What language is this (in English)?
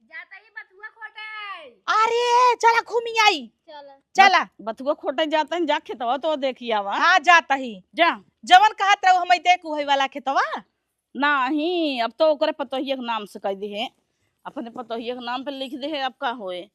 Awadhi